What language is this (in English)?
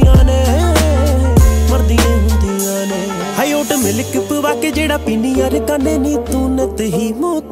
Punjabi